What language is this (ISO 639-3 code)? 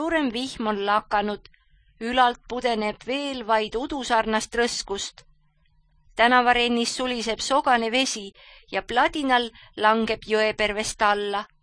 est